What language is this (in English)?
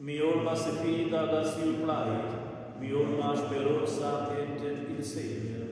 Romansh